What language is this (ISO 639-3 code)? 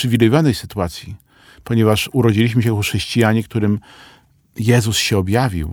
pol